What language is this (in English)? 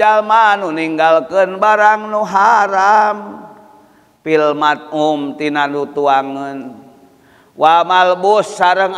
Sundanese